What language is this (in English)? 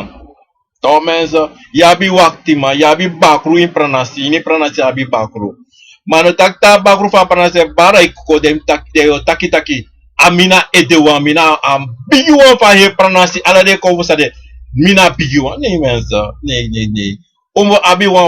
Sranan Tongo